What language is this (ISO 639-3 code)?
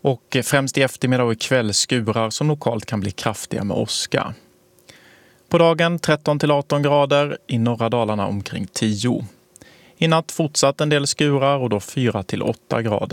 swe